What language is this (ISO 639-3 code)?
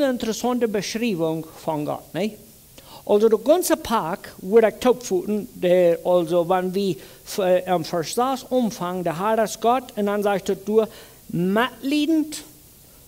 pdt